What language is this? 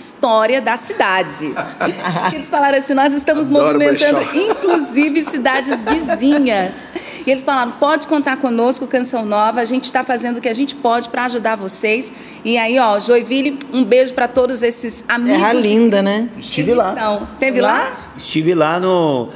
Portuguese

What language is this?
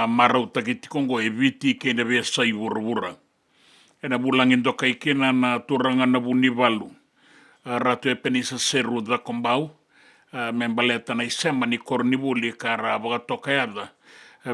Fijian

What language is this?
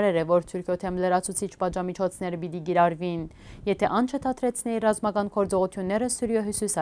Western Armenian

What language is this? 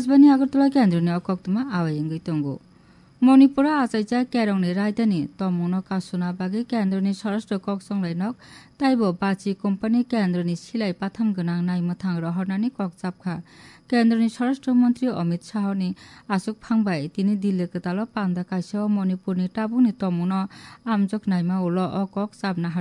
Kok Borok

